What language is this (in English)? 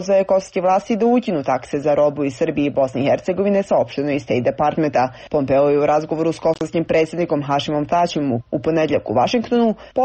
Serbian